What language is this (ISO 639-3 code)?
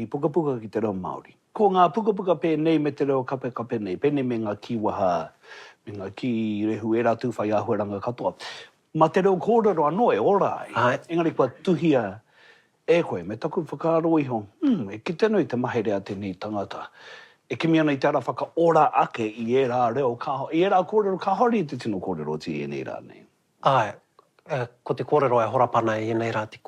mri